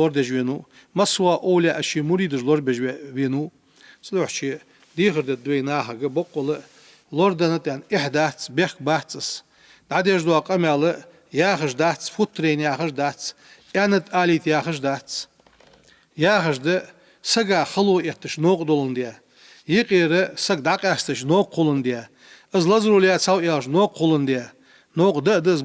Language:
Ingush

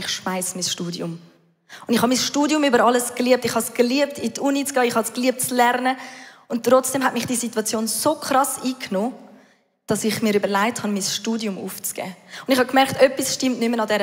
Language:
Swiss German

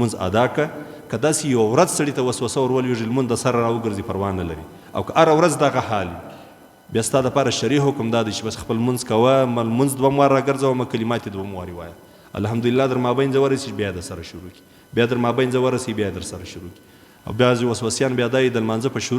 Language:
Pashto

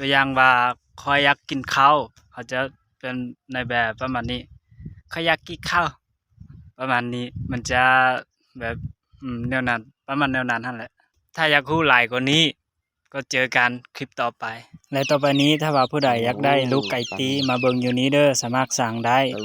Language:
Lao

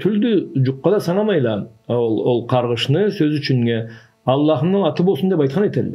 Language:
Karachay-Balkar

